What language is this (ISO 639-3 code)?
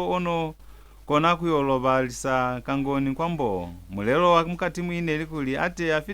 loz